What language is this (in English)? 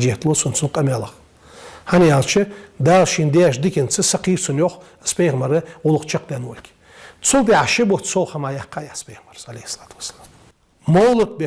Ingush